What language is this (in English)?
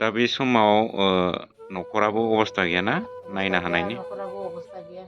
Bodo